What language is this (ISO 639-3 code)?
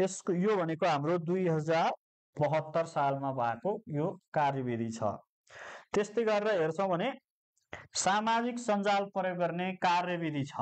nep